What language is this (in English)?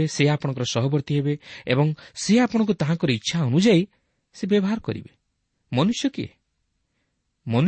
Odia